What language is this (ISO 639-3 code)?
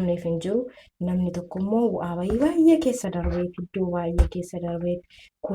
orm